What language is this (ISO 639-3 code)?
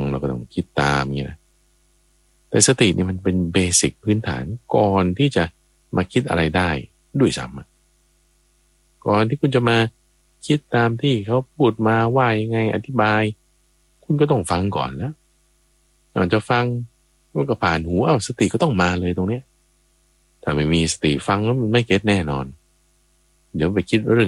tha